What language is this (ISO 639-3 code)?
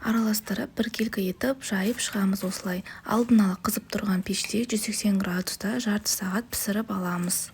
kaz